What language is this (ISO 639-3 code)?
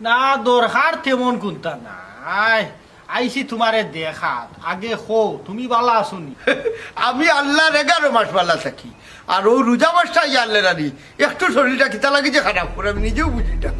syl